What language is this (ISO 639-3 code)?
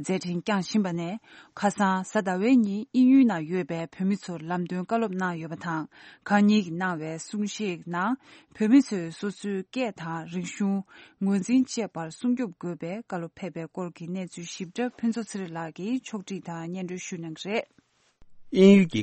bod